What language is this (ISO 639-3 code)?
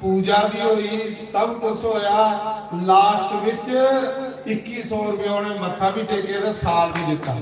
doi